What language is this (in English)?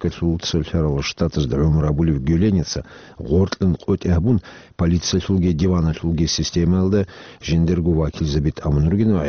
Avaric